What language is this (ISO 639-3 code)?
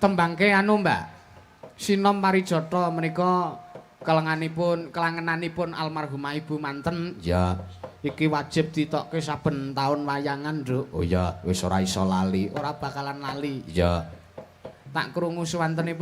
jav